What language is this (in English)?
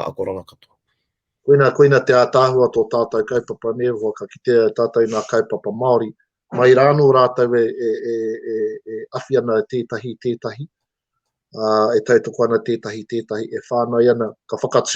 Māori